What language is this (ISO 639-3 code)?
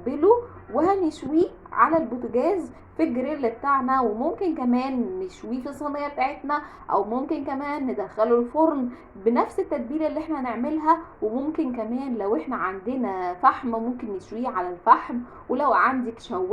arz